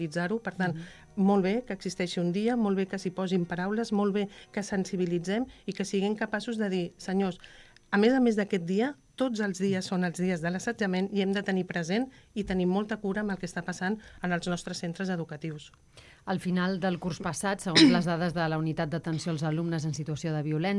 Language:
Catalan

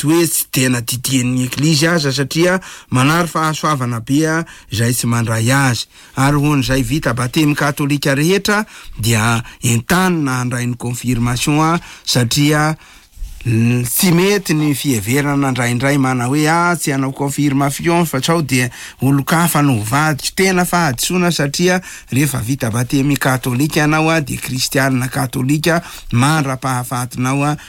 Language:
Malagasy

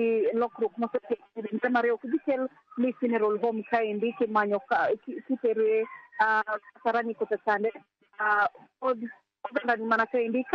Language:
Luo (Kenya and Tanzania)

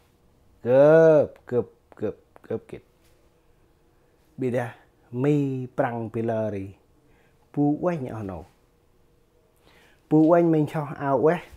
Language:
Central Mnong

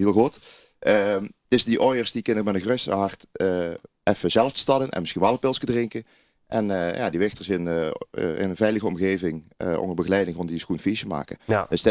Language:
Limburgish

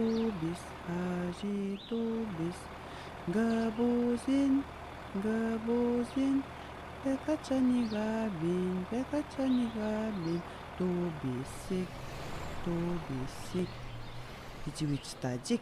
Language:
Atikamekw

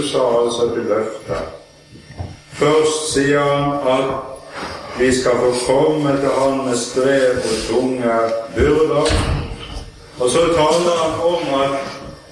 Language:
Norwegian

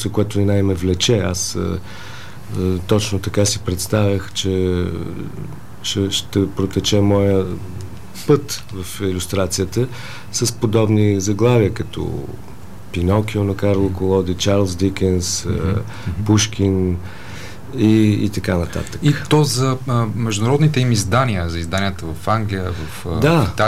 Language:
Bulgarian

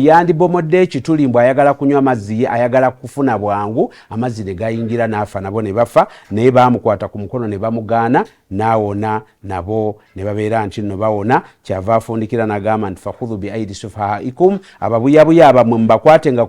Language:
Ganda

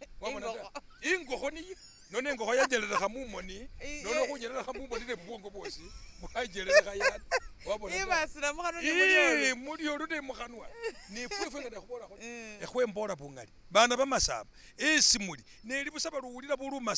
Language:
Masaaba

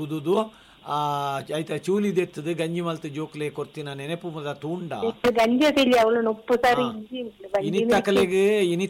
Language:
Tulu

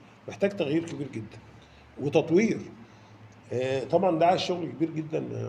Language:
Egyptian Arabic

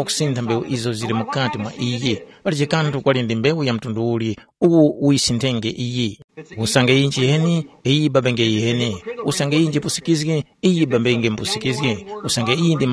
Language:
Tumbuka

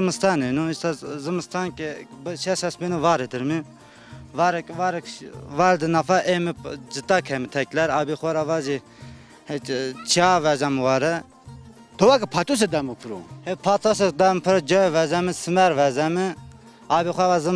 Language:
Zaza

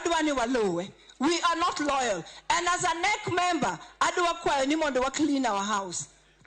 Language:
Luo (Kenya and Tanzania)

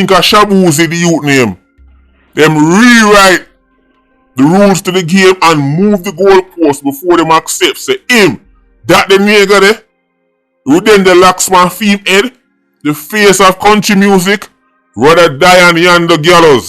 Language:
Jamaican Creole English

